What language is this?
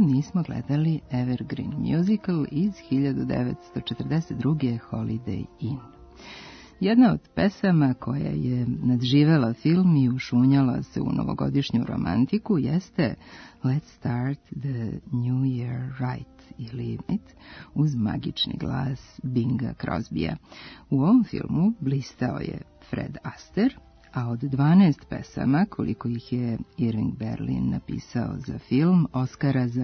Serbian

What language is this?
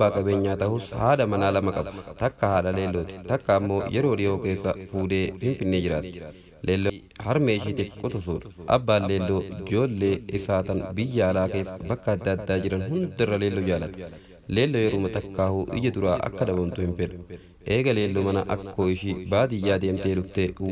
Oromo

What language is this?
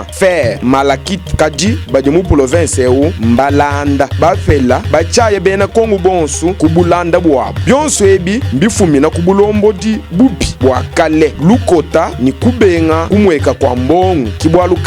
Luba-Lulua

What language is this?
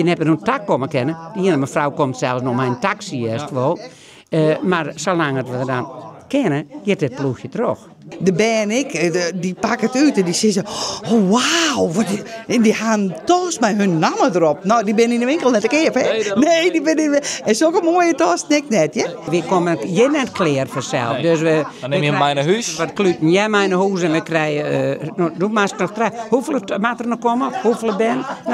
Western Frisian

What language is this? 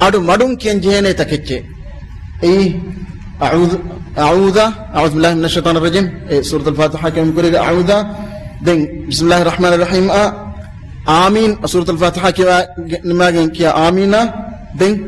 Divehi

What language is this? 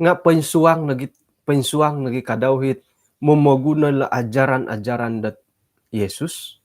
Central Dusun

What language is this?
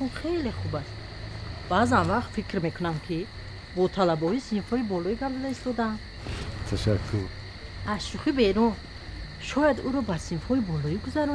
Tajik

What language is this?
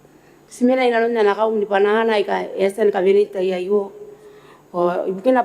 Gilbertese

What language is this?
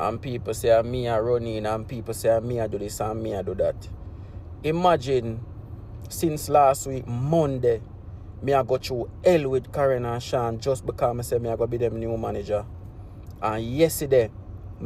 Jamaican Creole English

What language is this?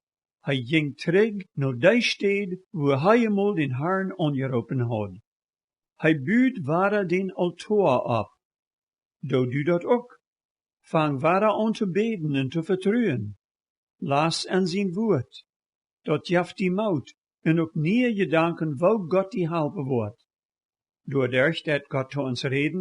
Plautdietsch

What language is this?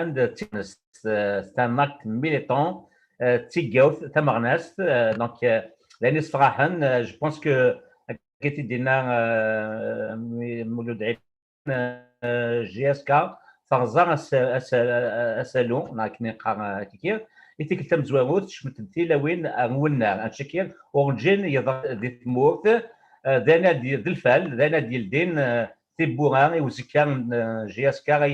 Kabyle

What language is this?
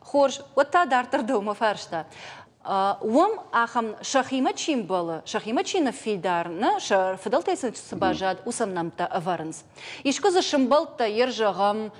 Ossetic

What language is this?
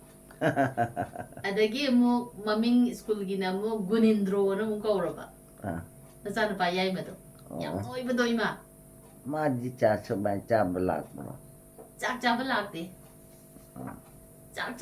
Manipuri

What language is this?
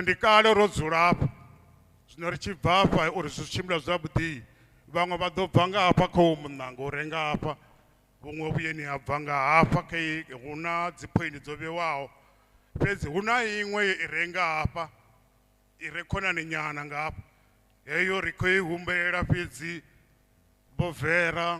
Venda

